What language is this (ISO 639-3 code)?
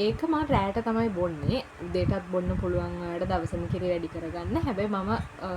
sin